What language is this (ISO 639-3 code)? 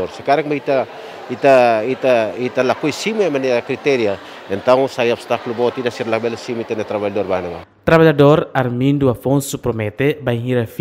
tet